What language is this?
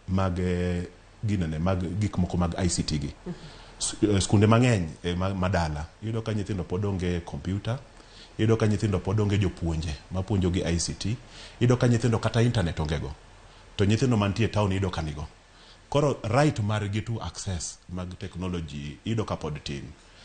Luo (Kenya and Tanzania)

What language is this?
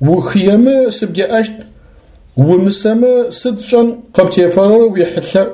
Adyghe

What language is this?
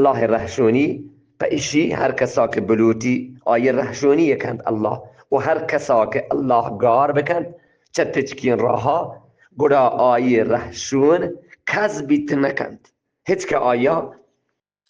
Eastern Balochi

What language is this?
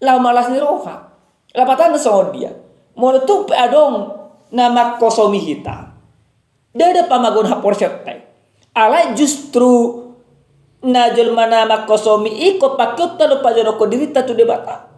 Batak Toba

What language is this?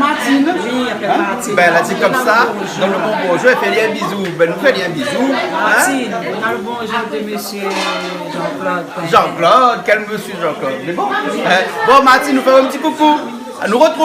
Réunion Creole French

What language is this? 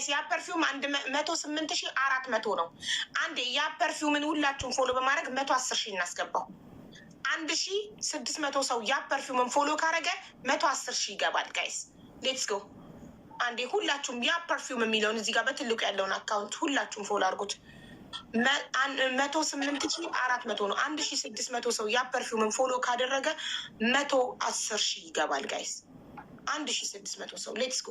Amharic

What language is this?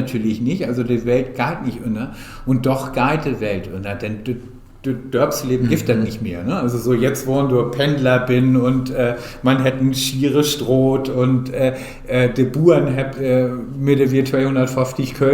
Low German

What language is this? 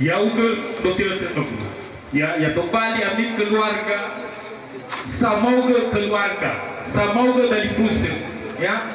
Nias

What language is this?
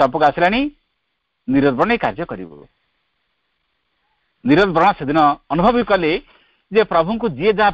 Odia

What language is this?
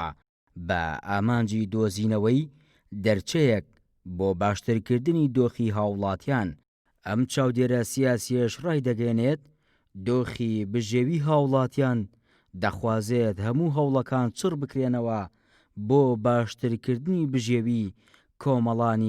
Central Kurdish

